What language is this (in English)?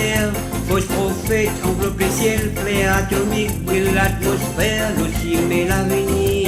Morisyen